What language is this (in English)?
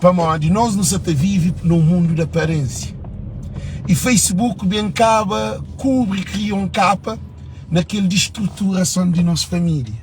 Kabuverdianu